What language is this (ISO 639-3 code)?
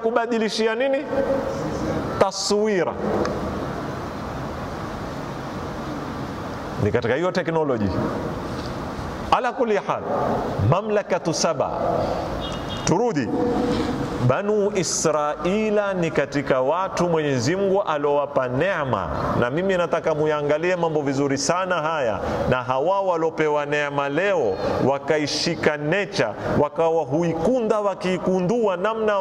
swa